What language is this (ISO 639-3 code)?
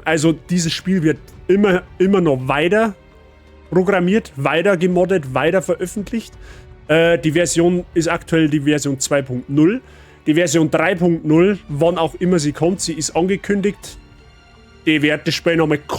bar